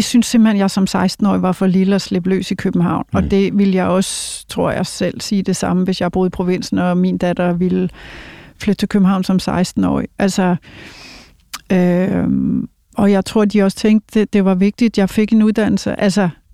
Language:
Danish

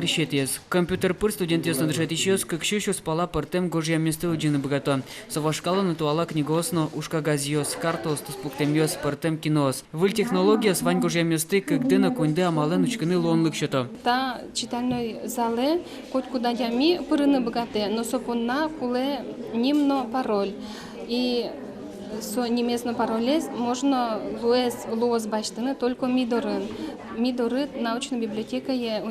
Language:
Udmurt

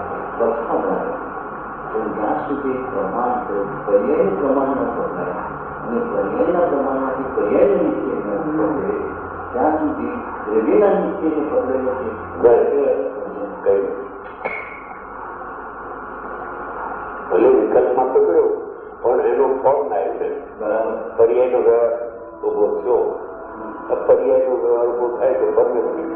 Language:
Gujarati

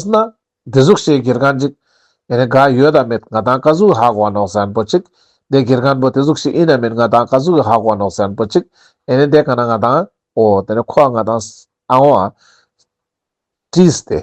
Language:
Ladakhi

